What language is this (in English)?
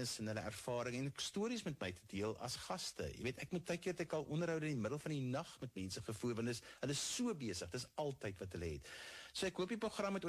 Afrikaans